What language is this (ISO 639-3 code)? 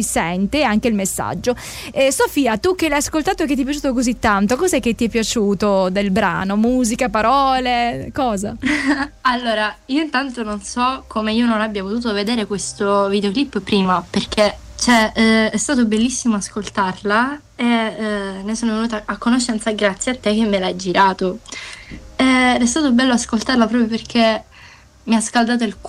ita